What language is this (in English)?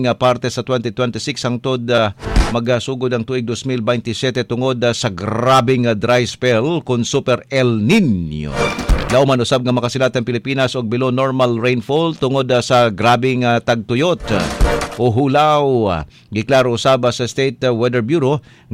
Cebuano